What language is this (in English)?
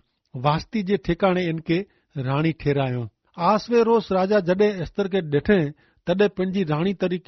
Kachhi